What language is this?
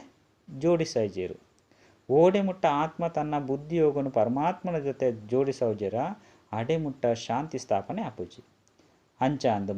Tulu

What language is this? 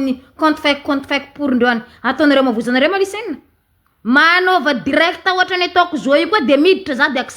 Malagasy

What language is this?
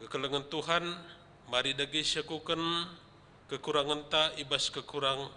Batak Karo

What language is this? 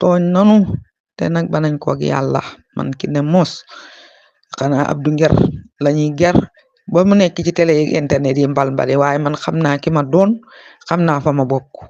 Wolof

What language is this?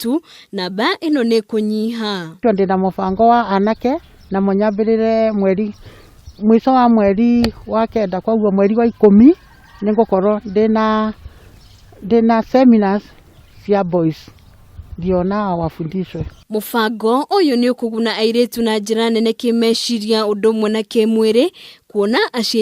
Kikuyu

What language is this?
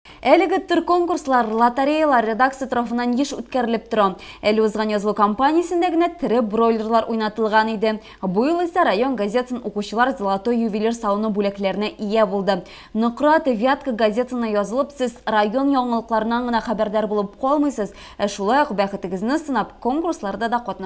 Tatar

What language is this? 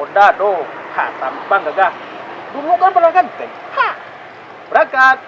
Minangkabau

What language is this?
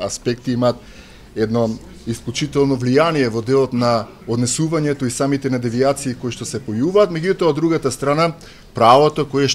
Macedonian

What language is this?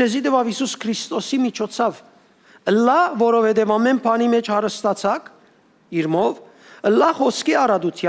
Western Armenian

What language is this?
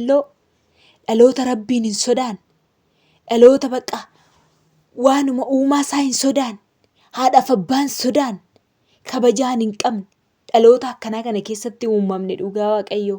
Oromo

